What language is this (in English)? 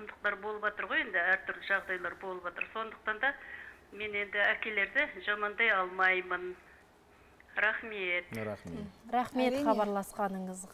Kazakh